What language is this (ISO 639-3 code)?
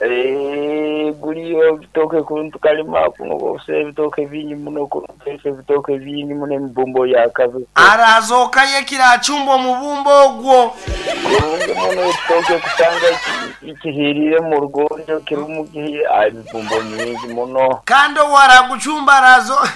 nyo